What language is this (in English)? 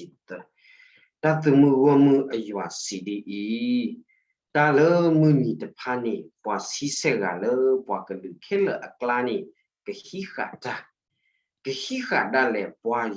S'gaw Karen